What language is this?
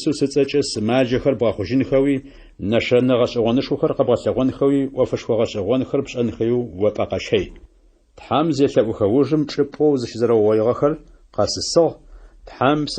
Adyghe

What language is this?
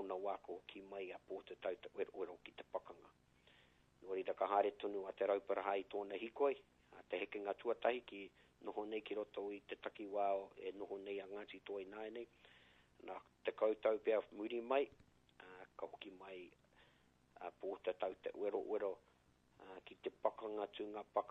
Māori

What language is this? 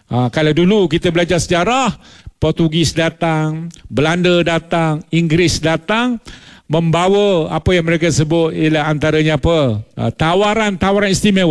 Malay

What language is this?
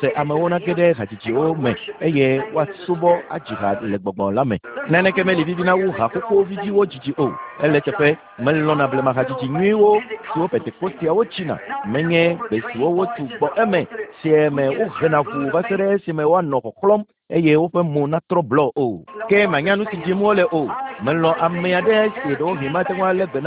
Ewe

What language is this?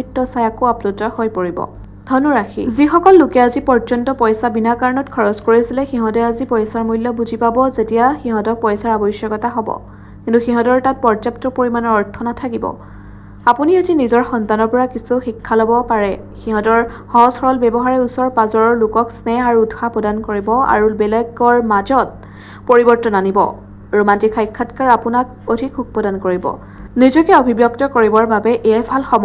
Assamese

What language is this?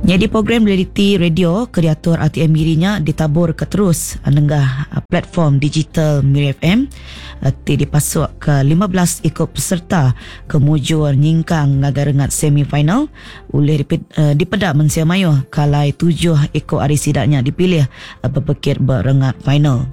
Iban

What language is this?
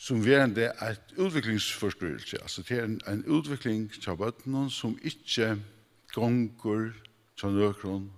Faroese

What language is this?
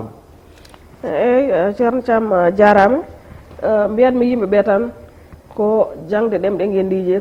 Fula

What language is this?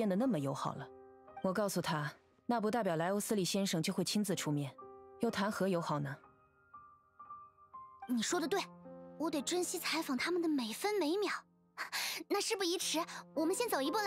Chinese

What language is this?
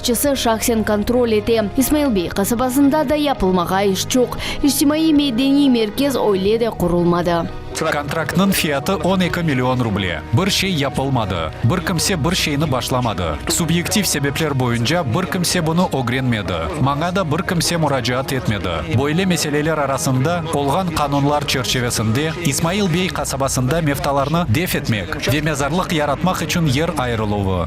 Crimean Tatar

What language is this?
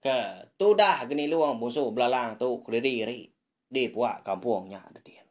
Iban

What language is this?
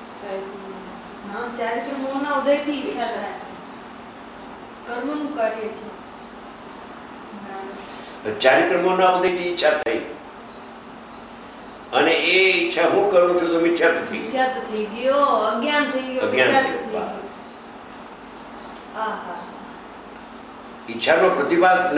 Gujarati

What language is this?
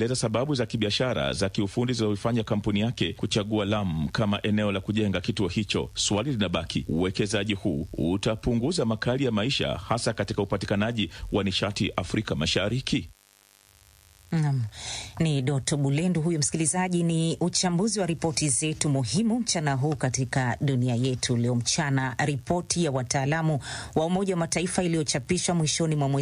Swahili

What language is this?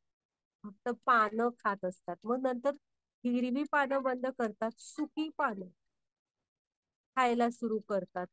Marathi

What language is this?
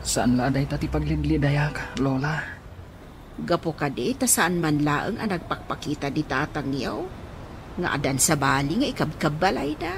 Iloko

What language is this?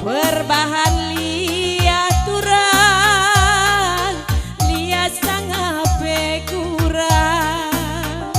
Batak Karo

